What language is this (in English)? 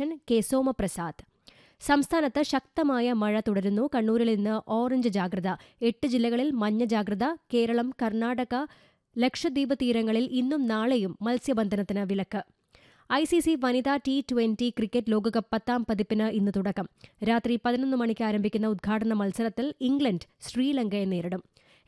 Malayalam